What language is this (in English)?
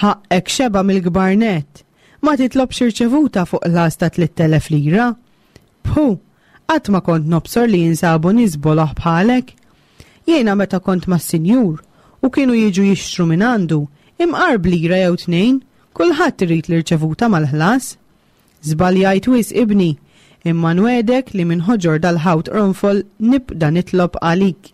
Maltese